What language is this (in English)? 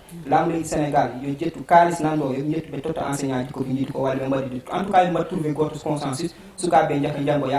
Fula